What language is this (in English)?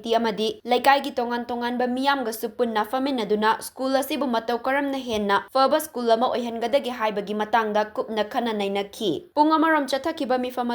Manipuri